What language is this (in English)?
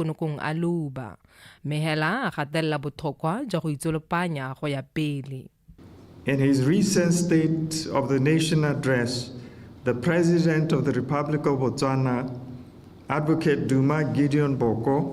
Tswana